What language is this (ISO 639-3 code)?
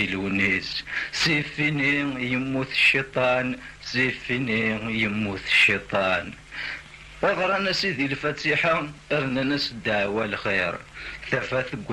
kab